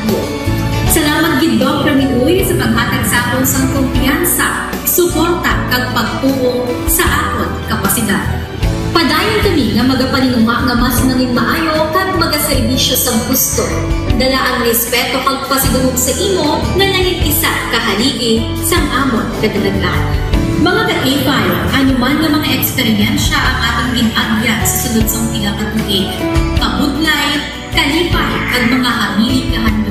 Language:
Hiligaynon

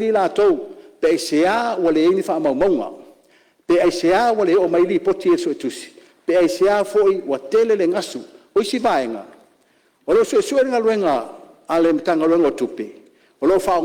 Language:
Samoan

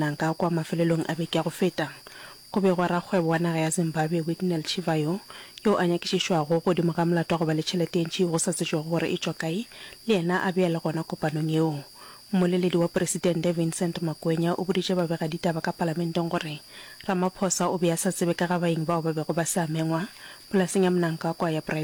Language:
Northern Sotho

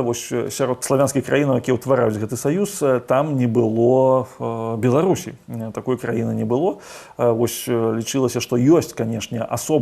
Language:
Belarusian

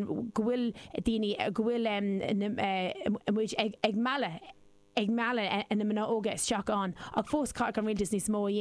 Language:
Irish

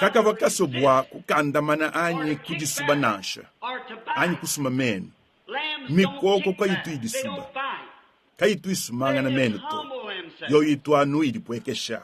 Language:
Luba-Lulua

